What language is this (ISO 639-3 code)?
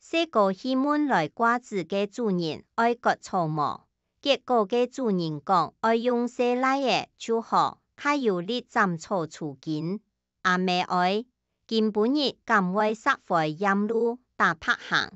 hak